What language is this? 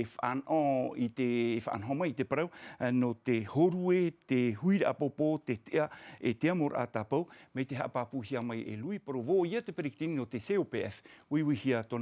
Tahitian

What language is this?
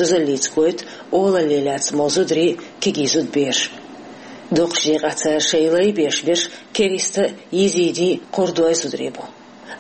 Chechen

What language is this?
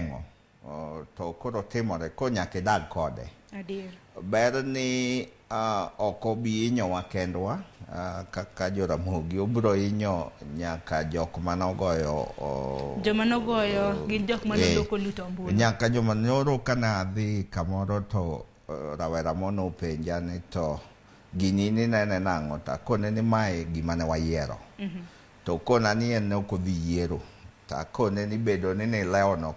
Luo (Kenya and Tanzania)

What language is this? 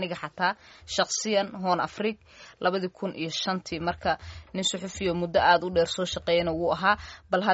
Somali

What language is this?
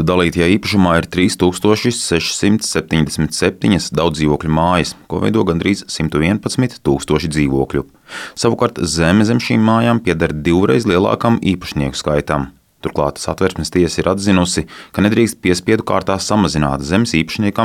Latvian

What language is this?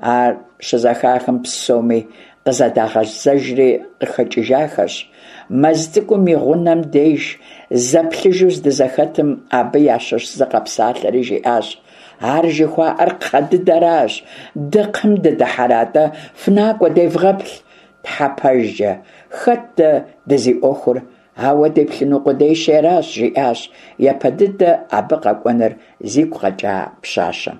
Kabardian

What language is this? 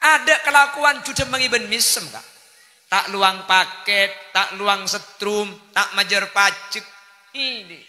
Madurese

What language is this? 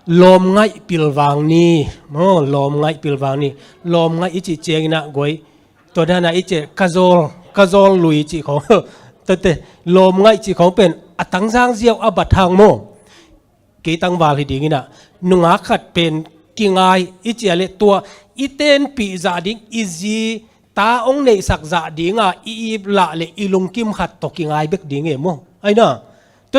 Tedim Chin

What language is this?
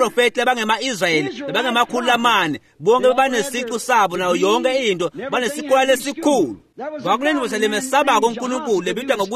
Swati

